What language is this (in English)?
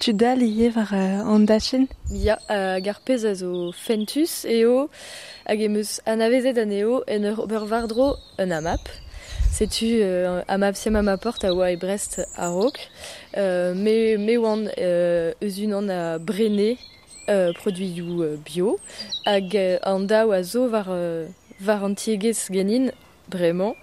Breton